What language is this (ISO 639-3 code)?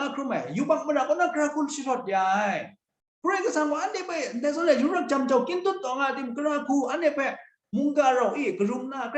kac